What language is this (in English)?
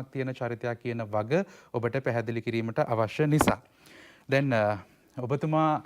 Sinhala